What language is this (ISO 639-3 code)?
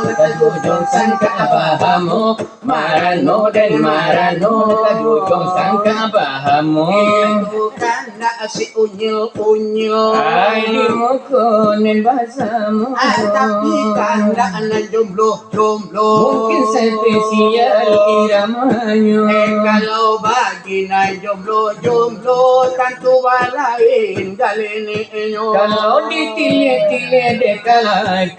min